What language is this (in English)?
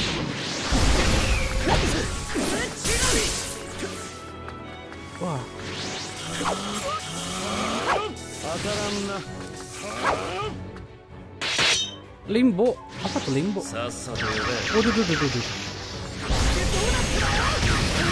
Indonesian